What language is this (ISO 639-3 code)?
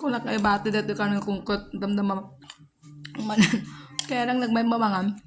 ilo